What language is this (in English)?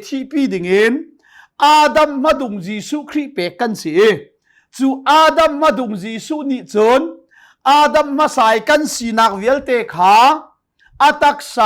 Hakha Chin